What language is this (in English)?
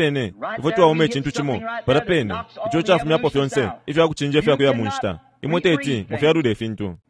Bemba